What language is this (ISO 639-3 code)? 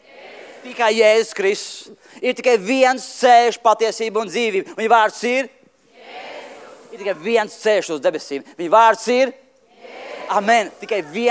lav